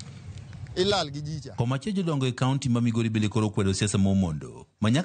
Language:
Luo (Kenya and Tanzania)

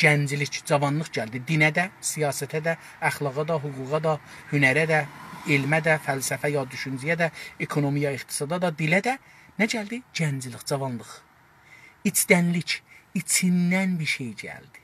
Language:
South Azerbaijani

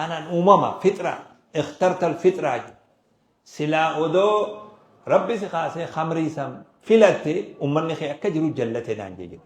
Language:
Oromo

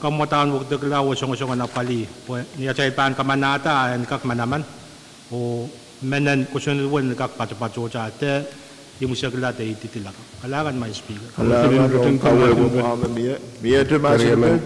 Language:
Pohnpeian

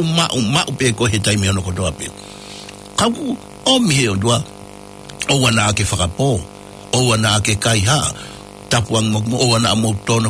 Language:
Tongan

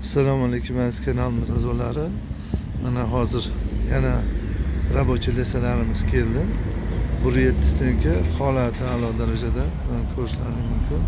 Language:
Uzbek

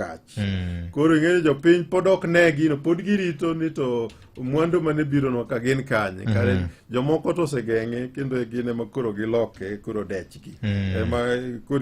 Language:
Luo (Kenya and Tanzania)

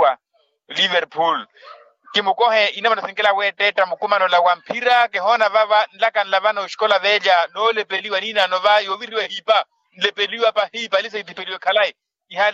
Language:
Makhuwa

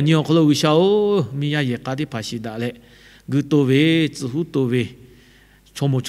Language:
Lahu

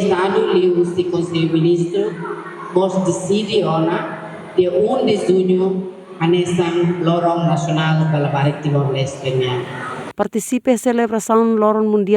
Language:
Tetum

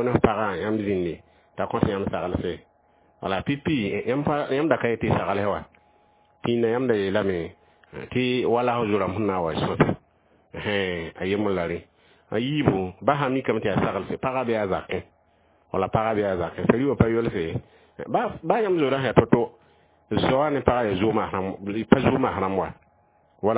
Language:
Mossi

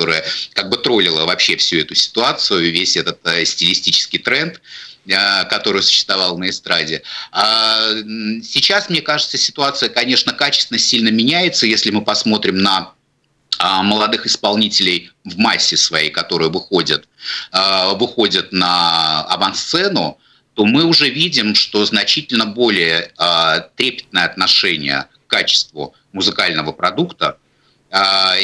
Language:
Russian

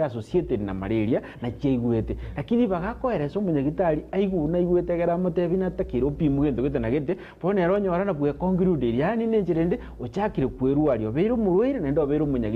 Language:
Gusii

